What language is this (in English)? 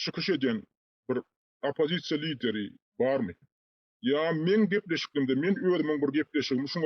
Turkmen